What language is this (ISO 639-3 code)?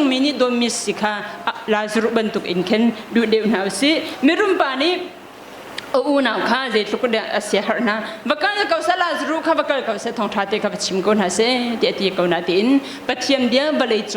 cnh